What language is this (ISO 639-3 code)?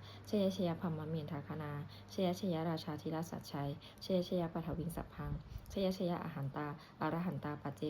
pli